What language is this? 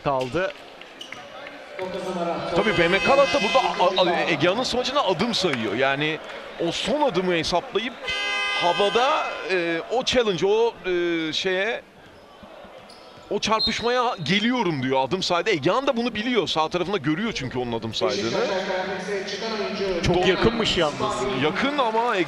Turkish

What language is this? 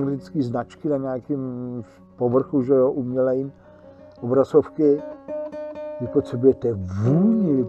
Czech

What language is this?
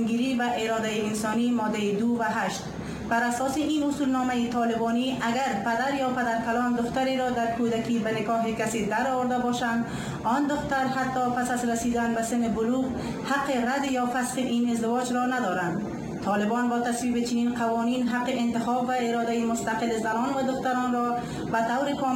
Persian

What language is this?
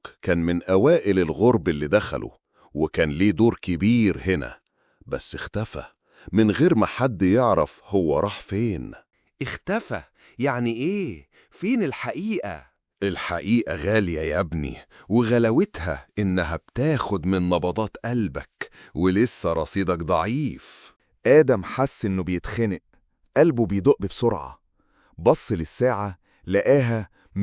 Egyptian Arabic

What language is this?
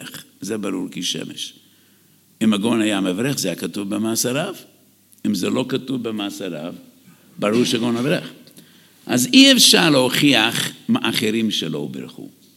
Hebrew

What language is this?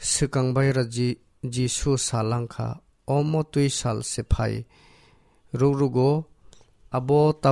Kok Borok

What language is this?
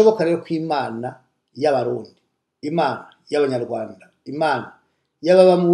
Rundi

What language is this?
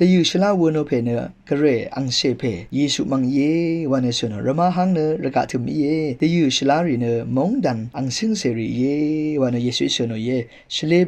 Rawang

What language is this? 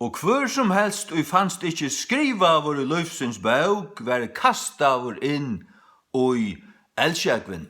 Faroese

